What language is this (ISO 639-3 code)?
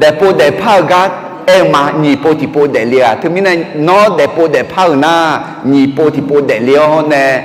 ahk